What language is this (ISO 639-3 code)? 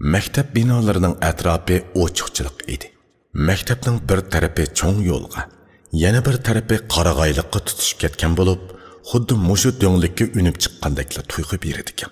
uig